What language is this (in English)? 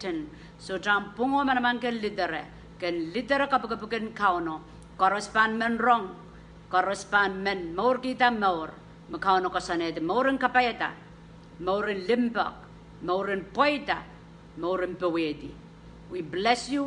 Pohnpeian